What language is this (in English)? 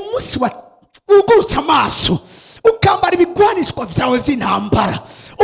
Rundi